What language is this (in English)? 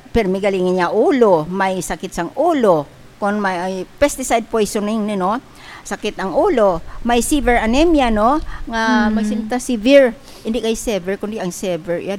Hiligaynon